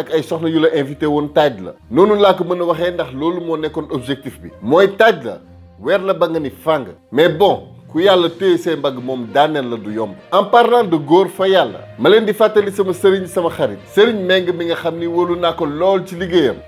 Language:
Wolof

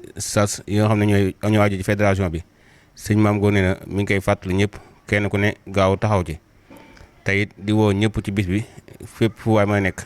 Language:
Wolof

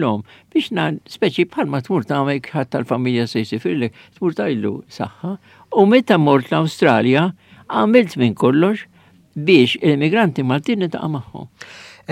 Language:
Maltese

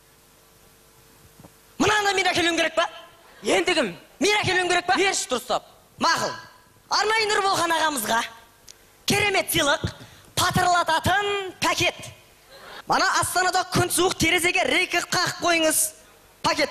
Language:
Kazakh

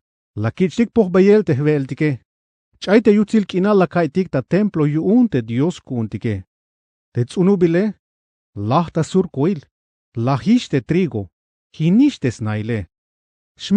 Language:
Tzeltal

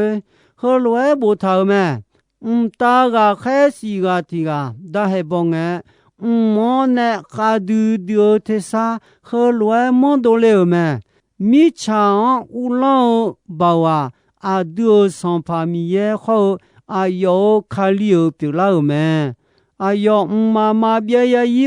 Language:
Akha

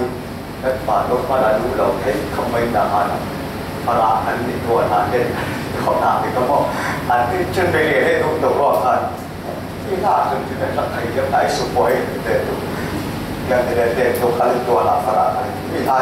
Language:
Falam Chin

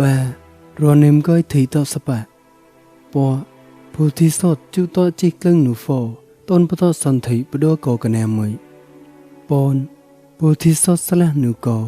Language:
Mon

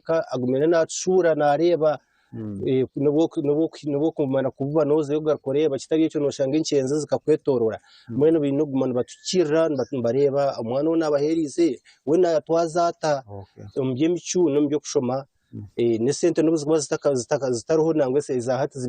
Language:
Nyankole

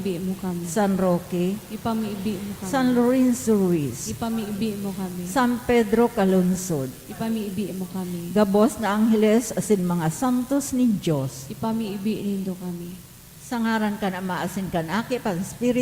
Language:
Bikol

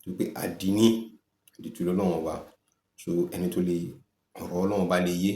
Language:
Yoruba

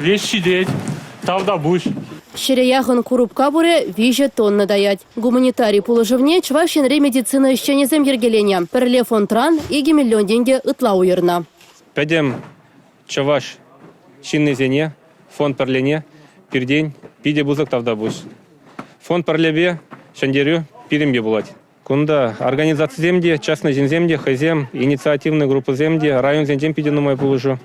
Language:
Chuvash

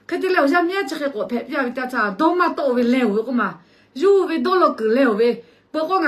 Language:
Lahu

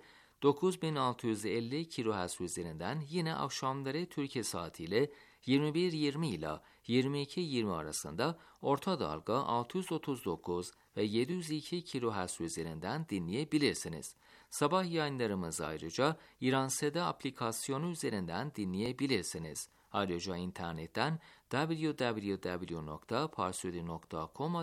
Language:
Turkish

